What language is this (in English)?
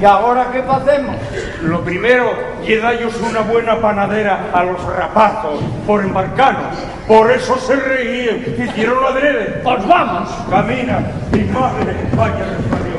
Asturian